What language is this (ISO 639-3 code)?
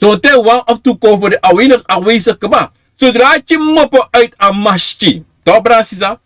srn